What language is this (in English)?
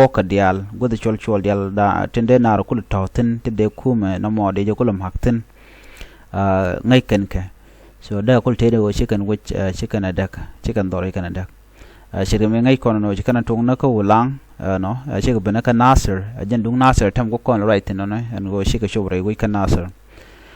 Nuer